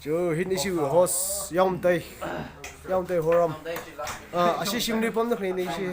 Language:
Tangkhul Naga (India)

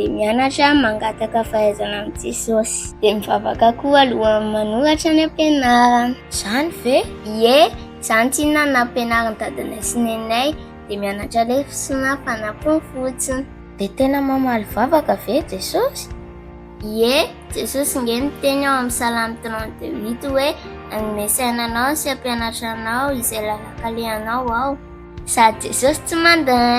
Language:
Malagasy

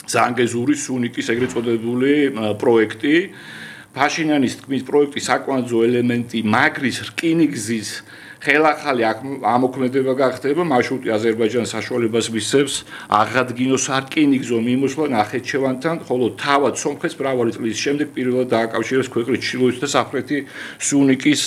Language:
Georgian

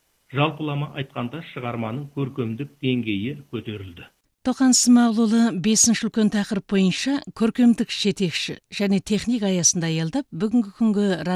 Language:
Kazakh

